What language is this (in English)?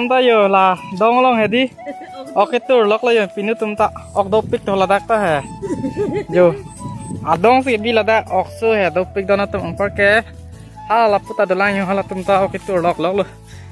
Karbi